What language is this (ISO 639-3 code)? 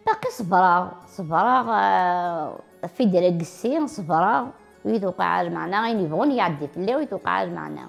kab